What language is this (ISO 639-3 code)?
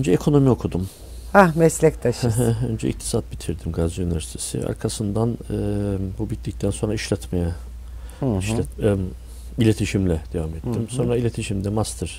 tur